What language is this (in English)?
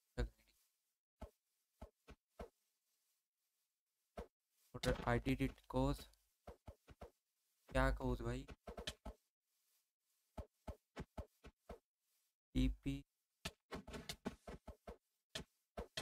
Hindi